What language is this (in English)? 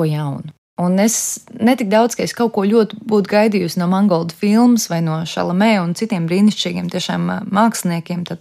Latvian